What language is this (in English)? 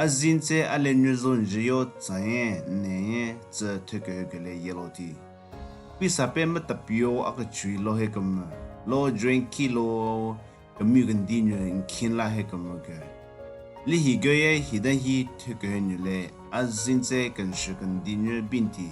Southern Rengma Naga